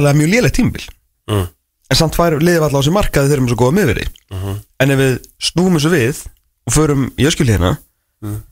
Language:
Icelandic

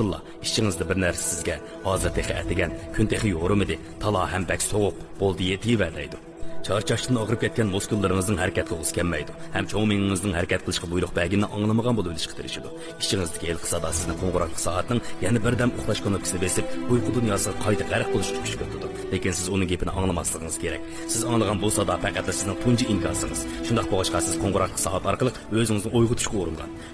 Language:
Uyghur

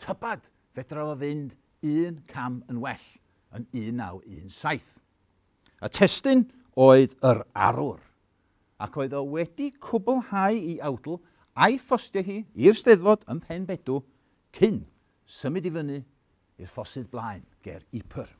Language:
Welsh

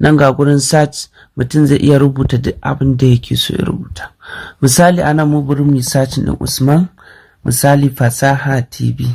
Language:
Hausa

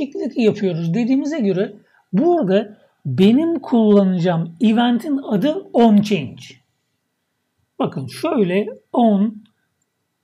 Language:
Turkish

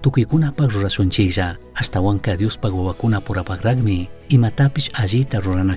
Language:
Chimborazo Highland Quichua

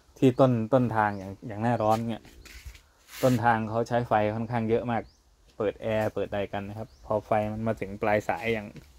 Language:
Thai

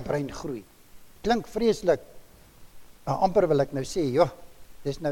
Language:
Afrikaans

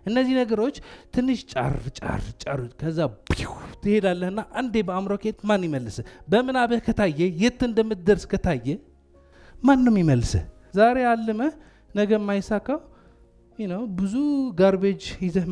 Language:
Amharic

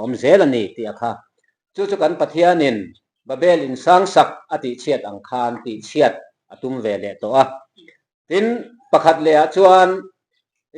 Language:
Mizo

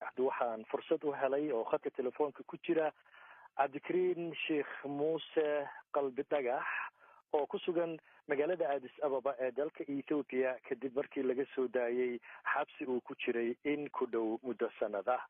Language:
Somali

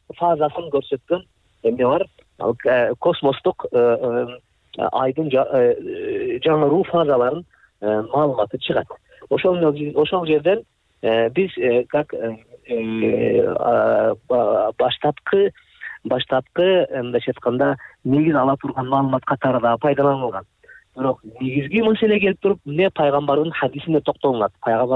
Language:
Kyrgyz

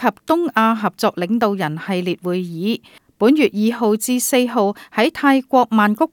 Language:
Cantonese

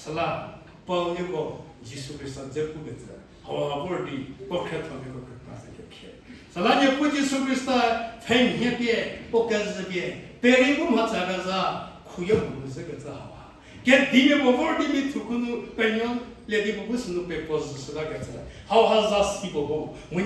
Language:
Angami Naga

